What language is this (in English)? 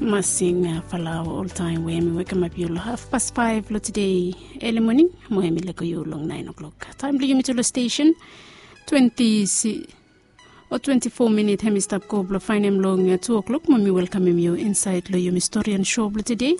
Bislama